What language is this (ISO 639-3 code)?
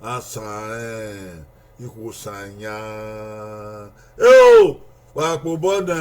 bin